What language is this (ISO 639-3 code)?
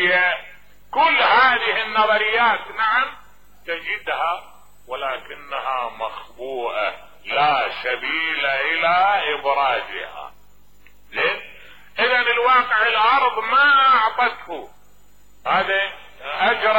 acm